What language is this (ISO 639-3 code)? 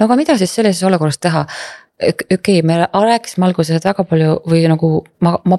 est